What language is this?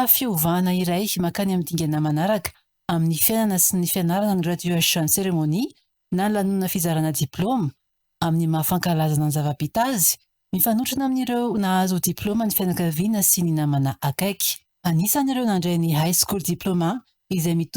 Malagasy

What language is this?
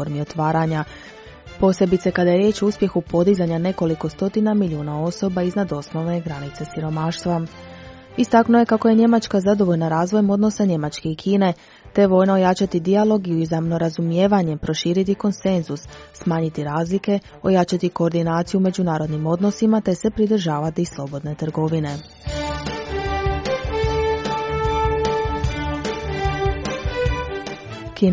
Croatian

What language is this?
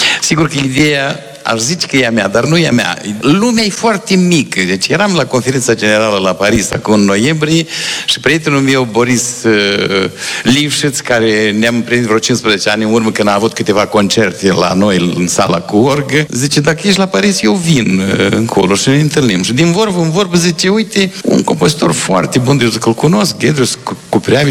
Romanian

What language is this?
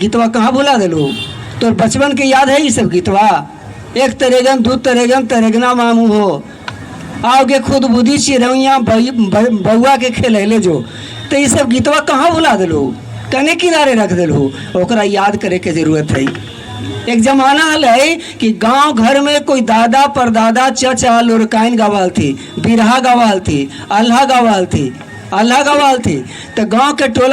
Magahi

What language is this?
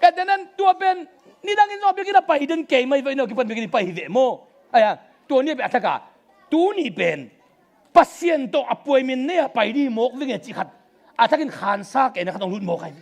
Tedim Chin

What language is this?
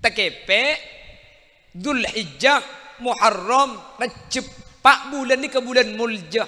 Madurese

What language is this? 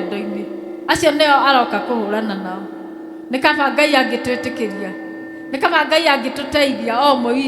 Kikuyu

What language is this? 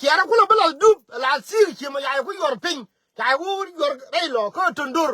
Nuer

